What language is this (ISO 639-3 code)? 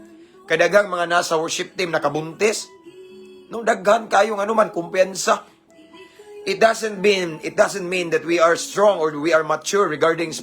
ceb